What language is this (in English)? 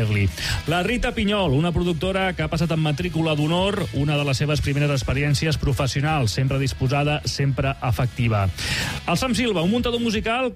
Catalan